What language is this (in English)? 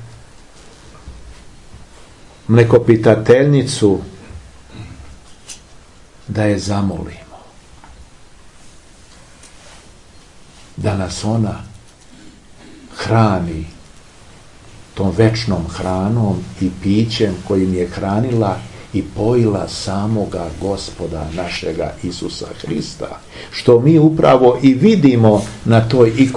Serbian